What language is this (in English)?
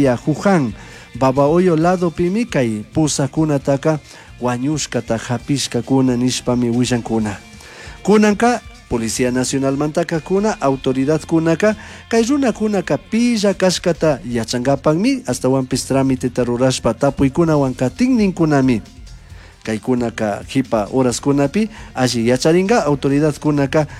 Chimborazo Highland Quichua